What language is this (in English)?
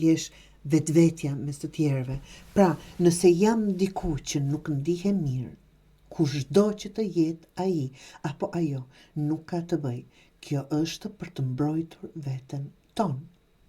Albanian